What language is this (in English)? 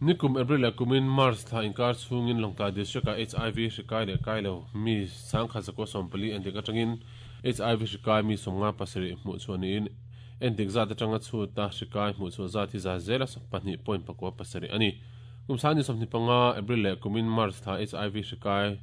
Mizo